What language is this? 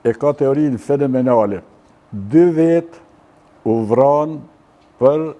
Albanian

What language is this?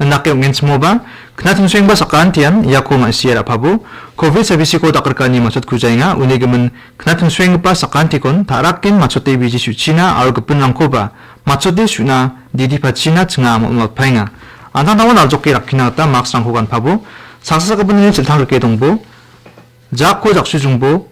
Garo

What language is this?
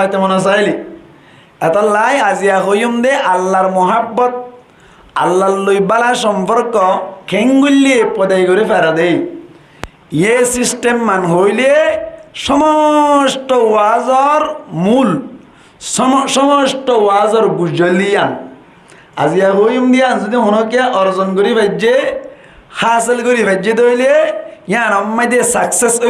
Rohingya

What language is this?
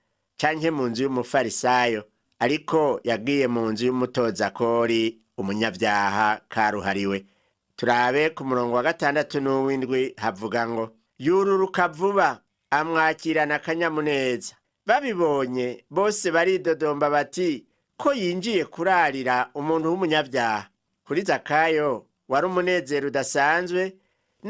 Rundi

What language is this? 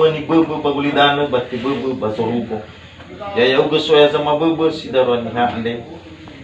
Nias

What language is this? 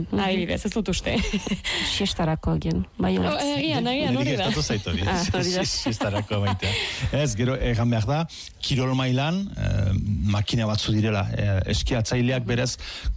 Basque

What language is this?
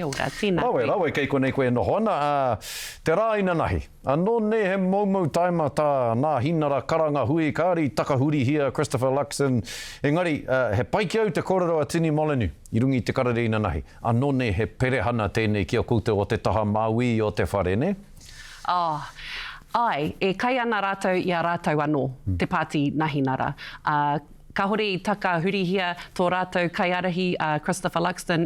Māori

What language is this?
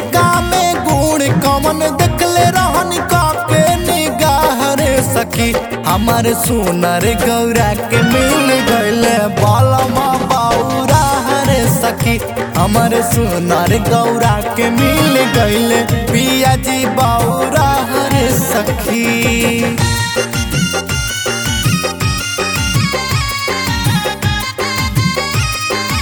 Bhojpuri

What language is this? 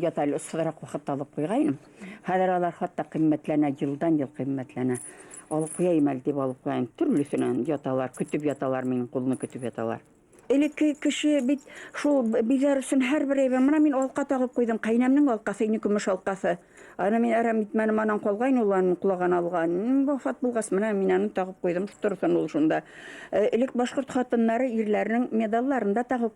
Bashkir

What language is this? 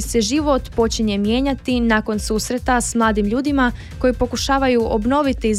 Croatian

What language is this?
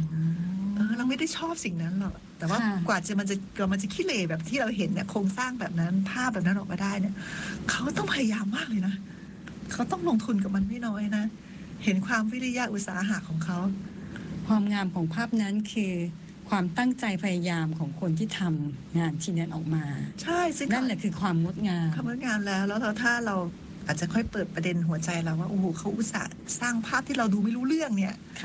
Thai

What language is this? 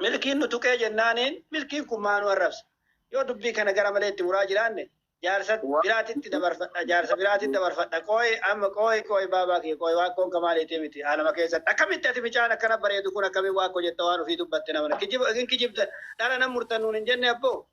Oromo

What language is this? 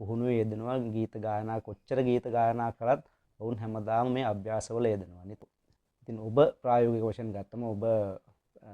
Sinhala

